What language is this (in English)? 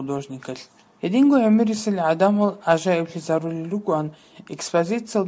Avaric